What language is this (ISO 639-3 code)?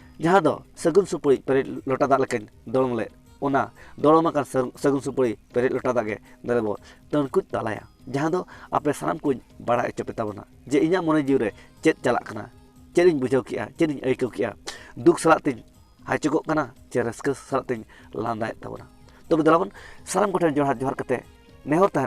sat